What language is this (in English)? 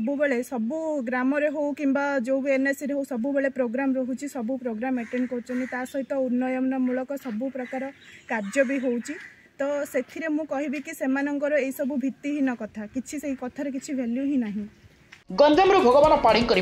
Odia